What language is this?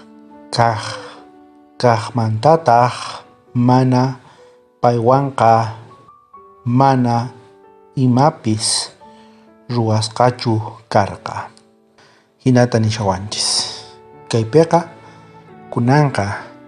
South Bolivian Quechua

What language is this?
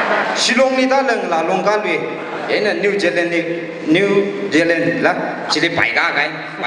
Tangkhul Naga (India)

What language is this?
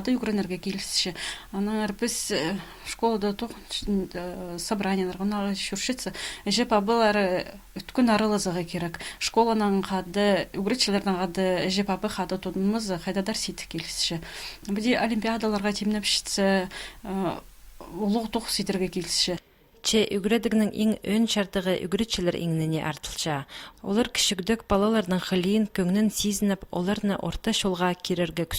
Khakas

